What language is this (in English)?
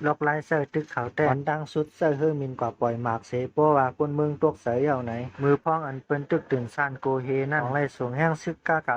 Shan